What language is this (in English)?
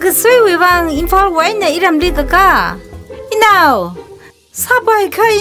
Tangkhul Naga (India)